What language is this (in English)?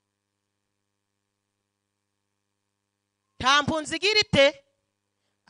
Kinyarwanda